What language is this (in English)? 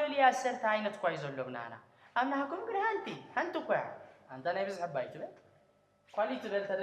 Tigrinya